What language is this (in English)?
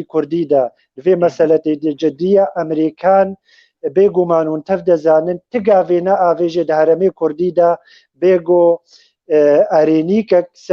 Kurdish